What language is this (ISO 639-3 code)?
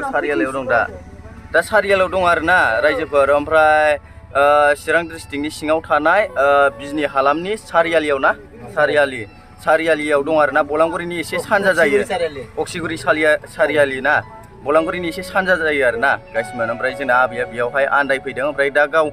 brx